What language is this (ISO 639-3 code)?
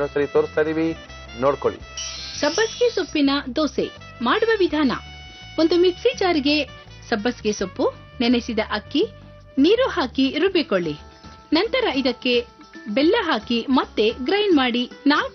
kan